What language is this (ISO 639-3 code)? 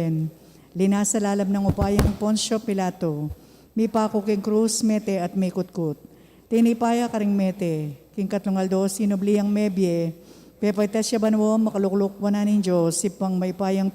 pam